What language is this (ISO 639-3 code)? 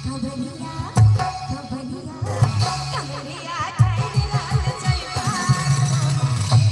mai